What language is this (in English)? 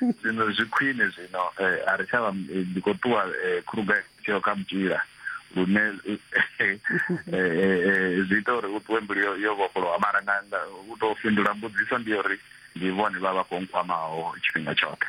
Venda